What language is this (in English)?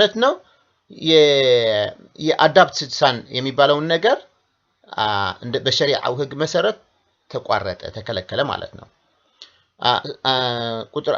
Amharic